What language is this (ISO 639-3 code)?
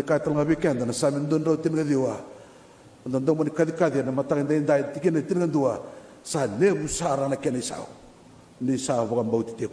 fij